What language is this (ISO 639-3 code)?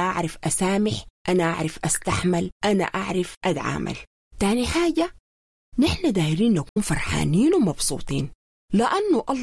apd